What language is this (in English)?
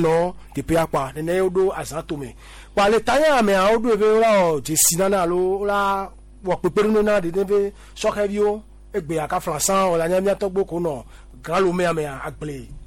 Gen